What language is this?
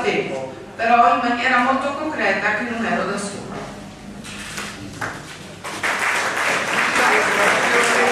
Italian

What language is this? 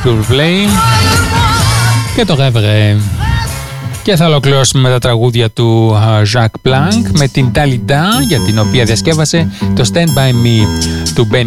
Greek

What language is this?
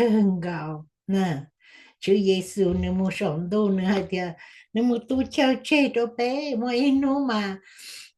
Hmong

